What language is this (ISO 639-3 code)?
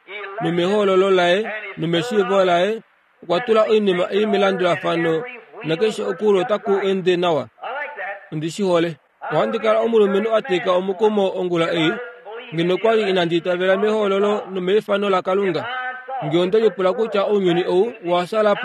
kua